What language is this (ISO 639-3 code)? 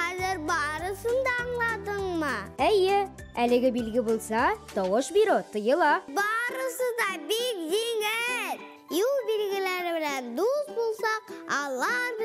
tat